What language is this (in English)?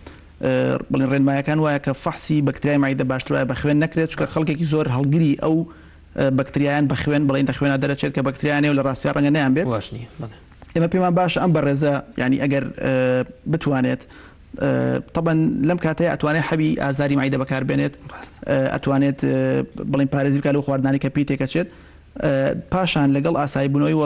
Central Kurdish